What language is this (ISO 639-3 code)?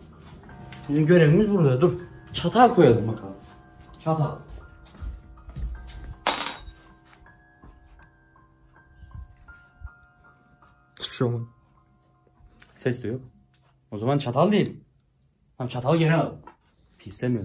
tur